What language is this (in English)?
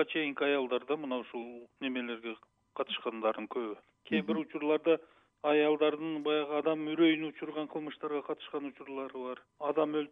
Kyrgyz